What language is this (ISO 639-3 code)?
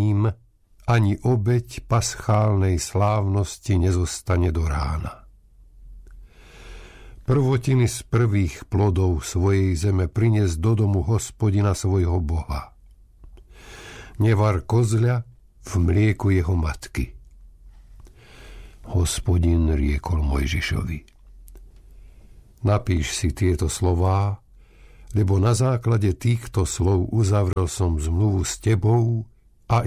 slk